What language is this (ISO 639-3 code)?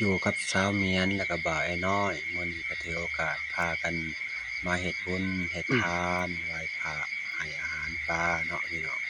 lao